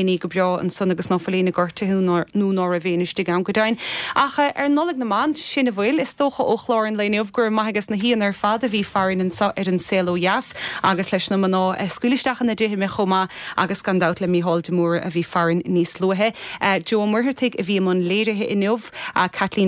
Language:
Irish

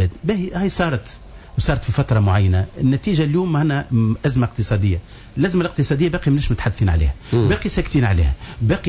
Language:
Tunisian Arabic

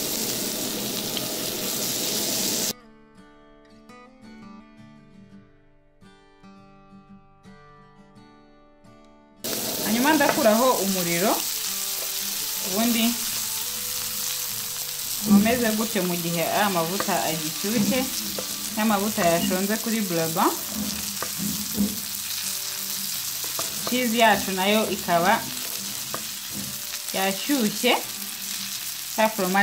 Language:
Kinyarwanda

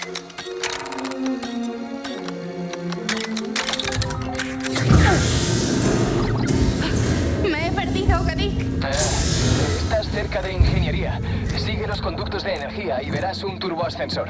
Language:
Spanish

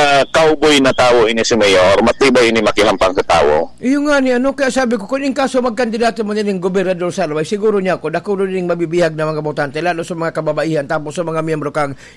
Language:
Bikol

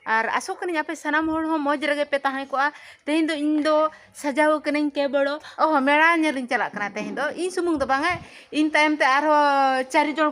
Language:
Santali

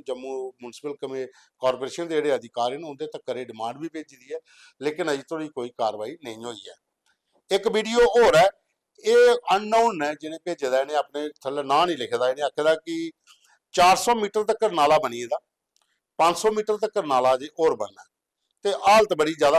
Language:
Dogri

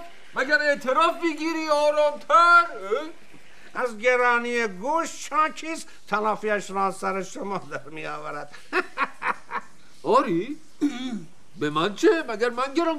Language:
Persian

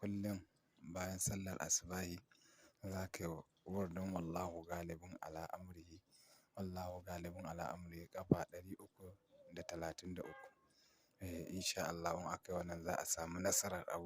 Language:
Hausa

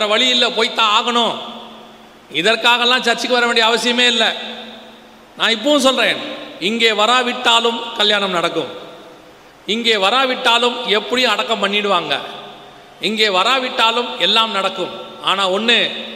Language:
Tamil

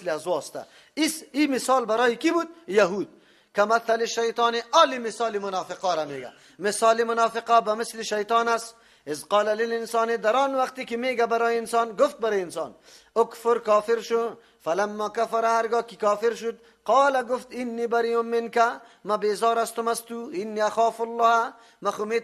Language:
Persian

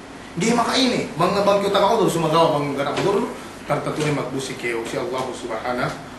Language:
Yakan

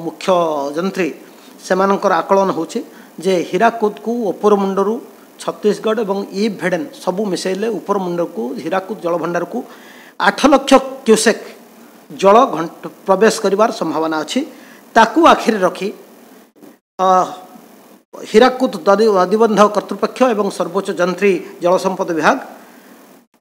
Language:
Odia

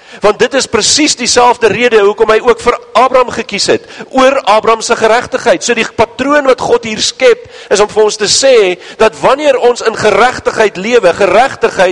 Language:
Afrikaans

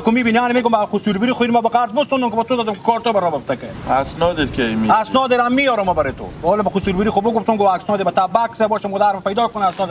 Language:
Hazaragi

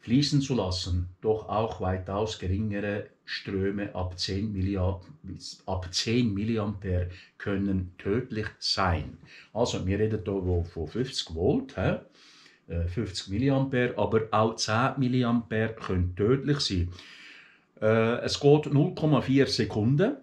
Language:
Swiss German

